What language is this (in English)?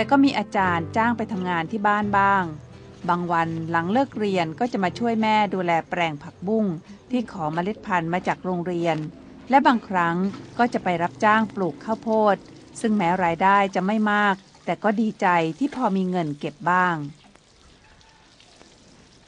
Thai